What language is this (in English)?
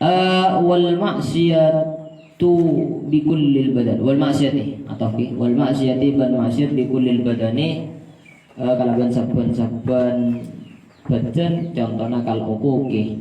Madurese